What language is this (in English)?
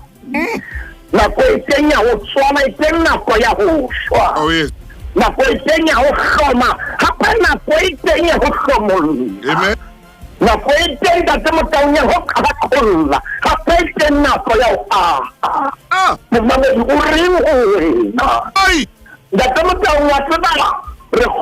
Southern Sotho